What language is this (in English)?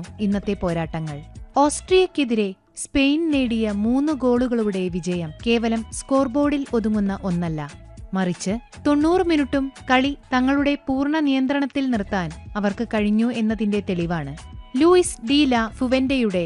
Malayalam